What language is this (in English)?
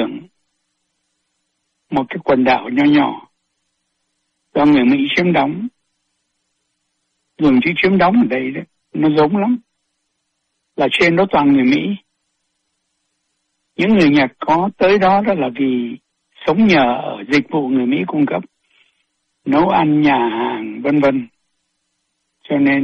Vietnamese